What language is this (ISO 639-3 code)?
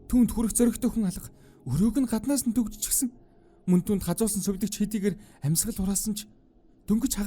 mon